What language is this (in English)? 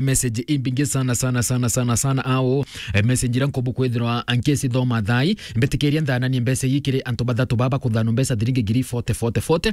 Meru